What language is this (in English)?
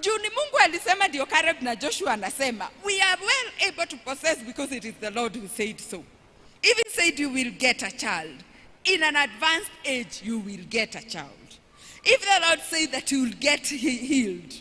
Kikuyu